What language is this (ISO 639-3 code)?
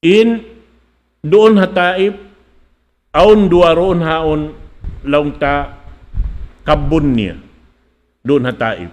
tsg